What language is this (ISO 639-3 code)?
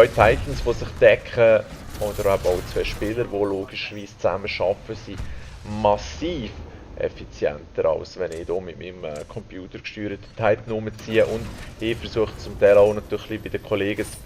gsw